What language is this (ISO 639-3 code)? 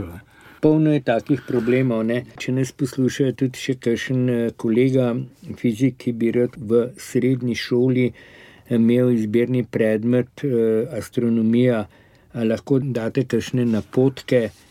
slv